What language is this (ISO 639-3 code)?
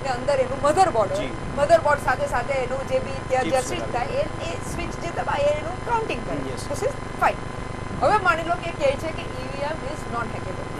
guj